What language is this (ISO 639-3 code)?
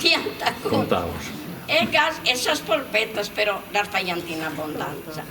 srd